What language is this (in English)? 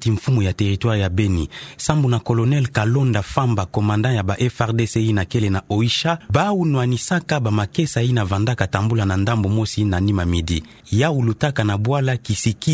Kituba (Democratic Republic of Congo)